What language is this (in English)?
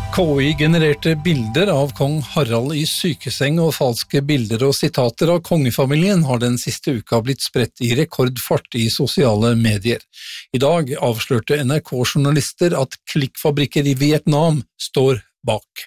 Norwegian